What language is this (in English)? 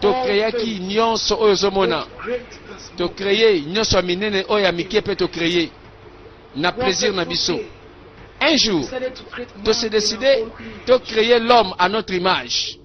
Lingala